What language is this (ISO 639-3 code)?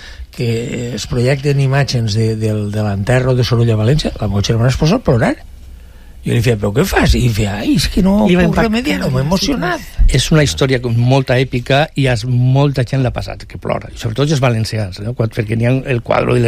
cat